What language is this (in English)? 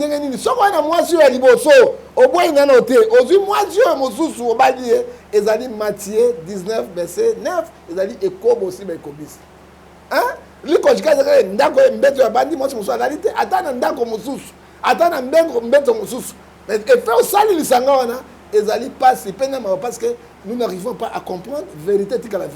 Lingala